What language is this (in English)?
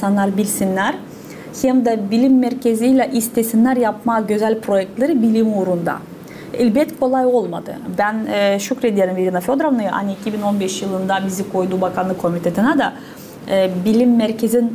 Gagauz